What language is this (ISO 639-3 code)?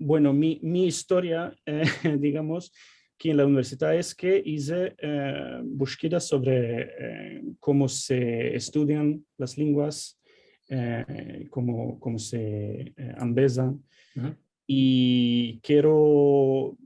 lad